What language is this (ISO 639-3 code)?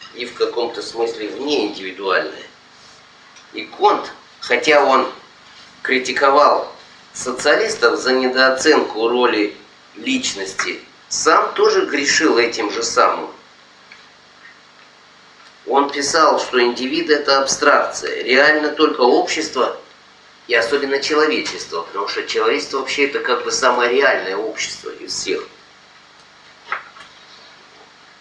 rus